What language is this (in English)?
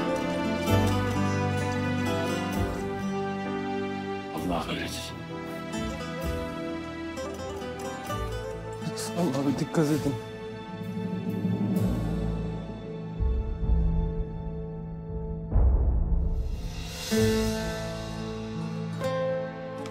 Turkish